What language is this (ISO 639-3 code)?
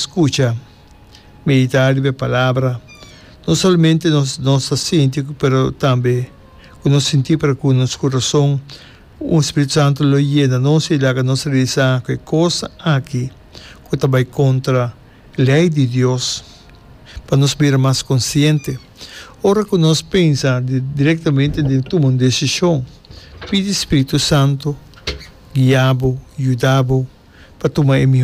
pap